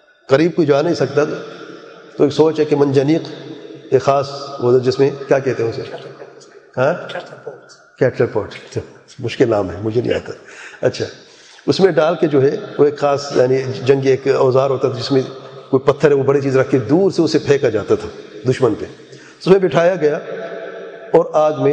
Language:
Urdu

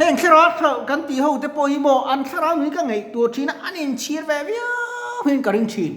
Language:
Mizo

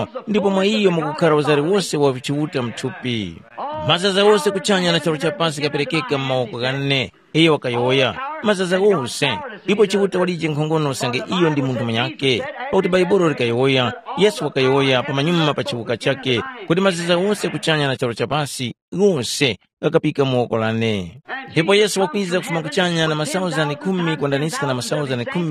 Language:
Tumbuka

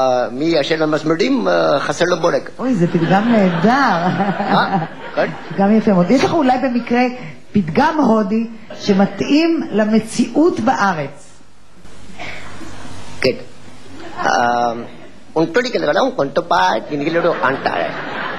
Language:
Hebrew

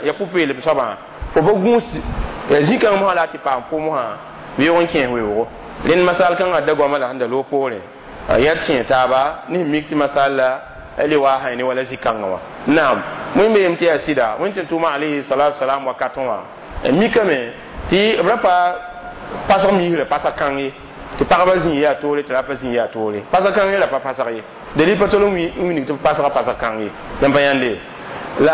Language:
Mossi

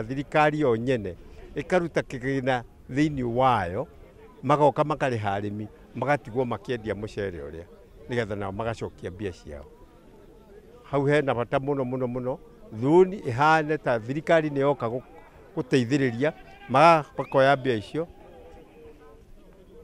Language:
Kikuyu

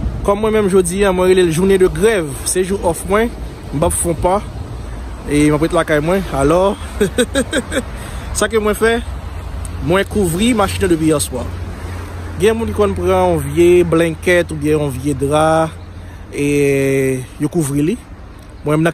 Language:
Haitian Creole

